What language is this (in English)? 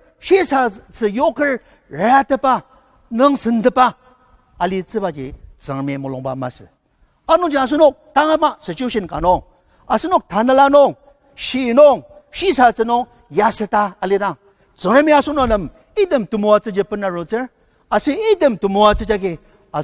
Ao Naga